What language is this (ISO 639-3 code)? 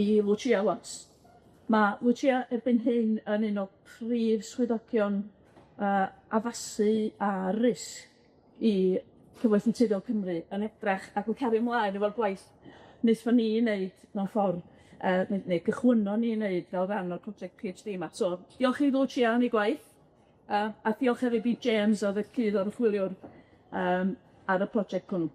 cym